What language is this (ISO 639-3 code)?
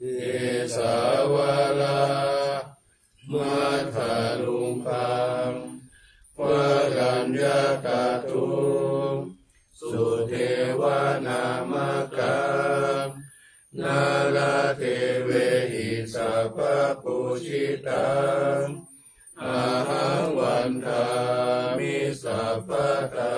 pli